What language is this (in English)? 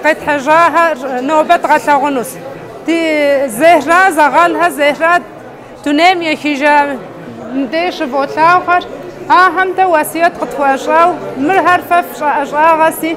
Kabardian